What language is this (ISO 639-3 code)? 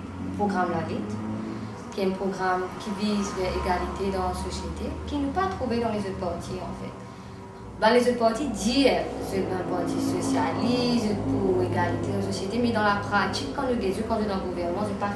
mfe